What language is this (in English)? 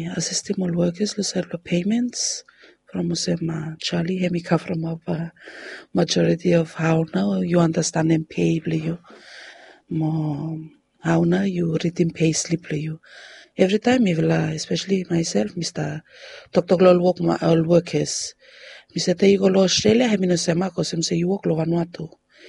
Bislama